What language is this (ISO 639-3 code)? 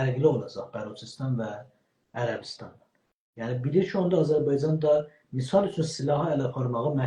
azb